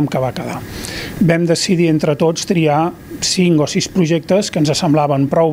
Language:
Catalan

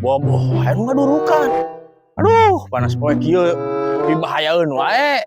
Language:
Sundanese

